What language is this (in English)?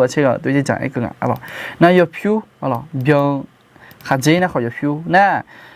Akha